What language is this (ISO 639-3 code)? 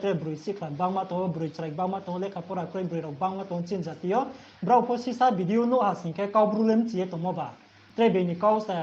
ria